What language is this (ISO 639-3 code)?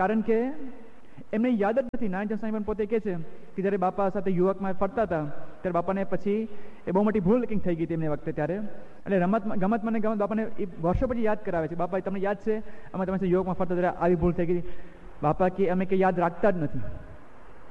guj